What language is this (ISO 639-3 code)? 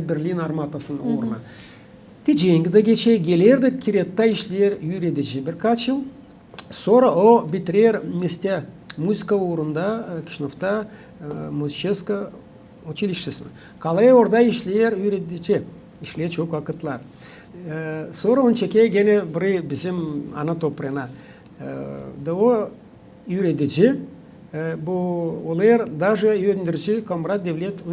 gag